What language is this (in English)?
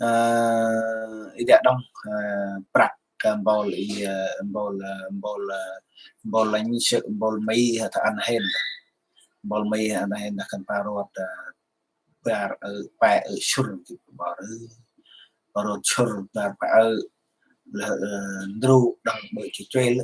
Central Mnong